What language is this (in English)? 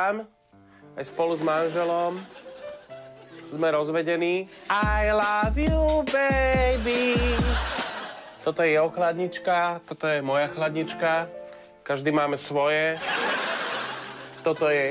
Slovak